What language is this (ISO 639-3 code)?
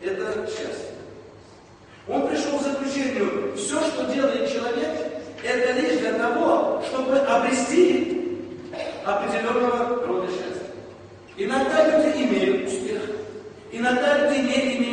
rus